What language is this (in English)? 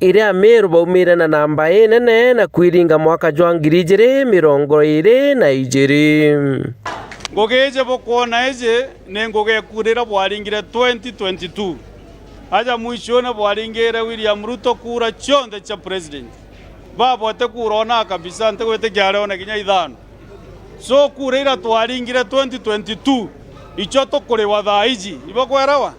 Meru